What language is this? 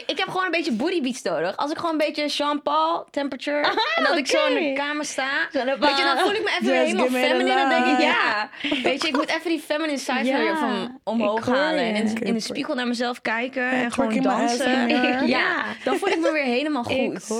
Dutch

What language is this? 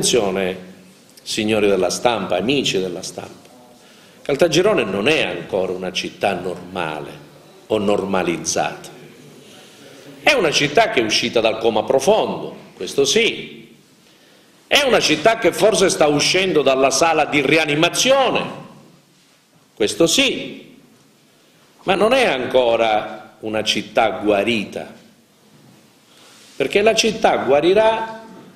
Italian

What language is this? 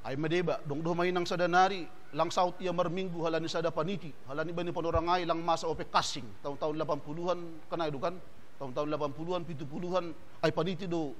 Batak Simalungun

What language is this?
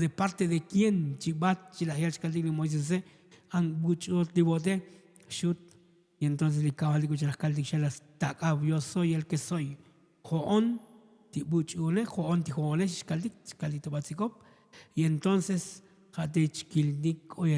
Tzotzil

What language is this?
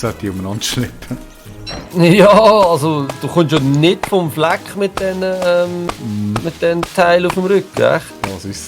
Swiss German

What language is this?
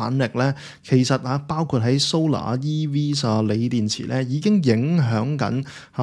Cantonese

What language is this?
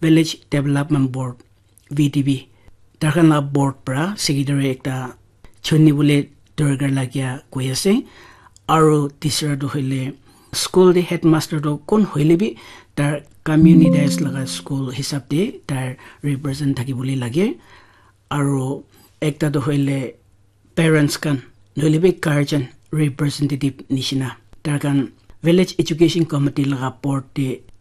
Naga Pidgin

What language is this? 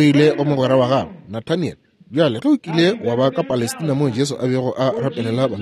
Northern Sotho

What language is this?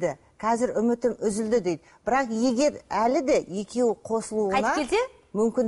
Kazakh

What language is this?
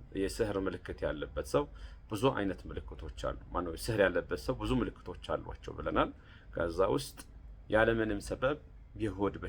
Amharic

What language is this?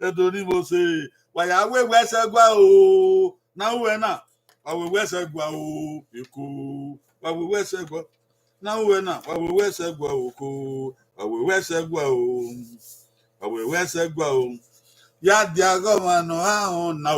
Bini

